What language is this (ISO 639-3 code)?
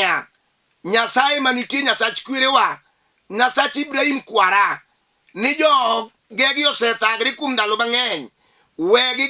luo